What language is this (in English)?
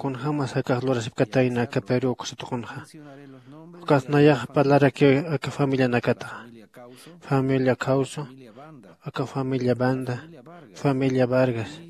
Aymara